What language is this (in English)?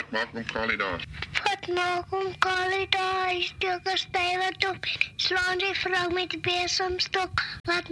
Afrikaans